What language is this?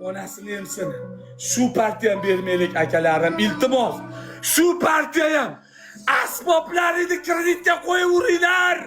Uzbek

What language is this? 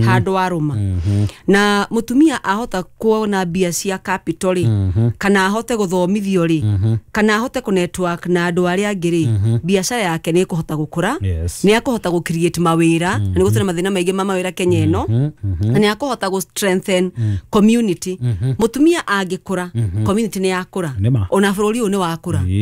Kikuyu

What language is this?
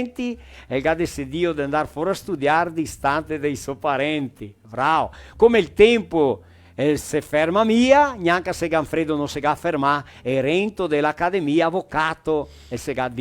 Venetian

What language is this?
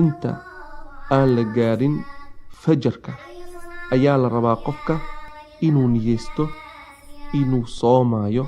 Somali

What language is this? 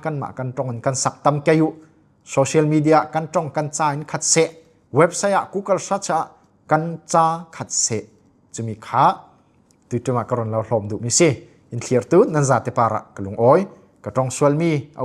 Falam Chin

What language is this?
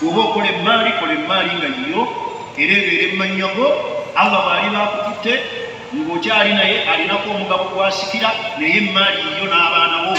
Ganda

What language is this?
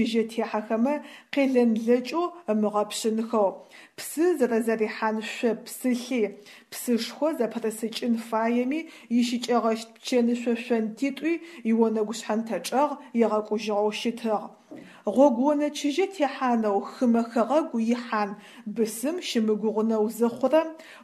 Adyghe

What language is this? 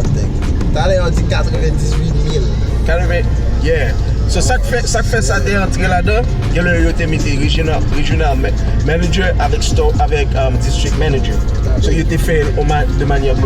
Haitian Creole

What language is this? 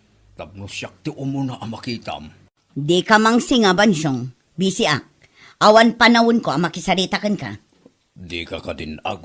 Iloko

